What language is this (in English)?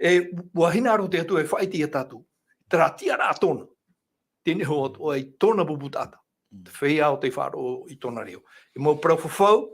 Tahitian